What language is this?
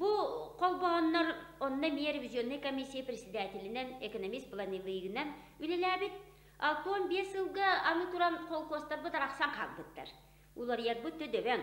Yakut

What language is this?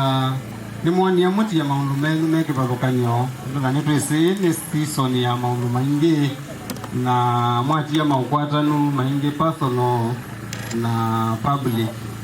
Kamba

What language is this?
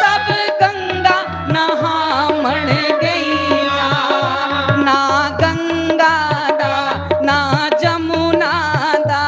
Dogri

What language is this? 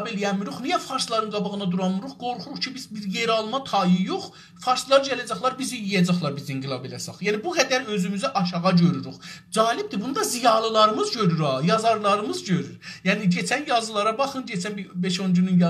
South Azerbaijani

